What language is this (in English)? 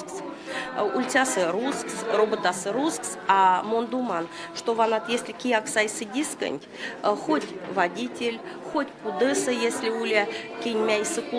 Erzya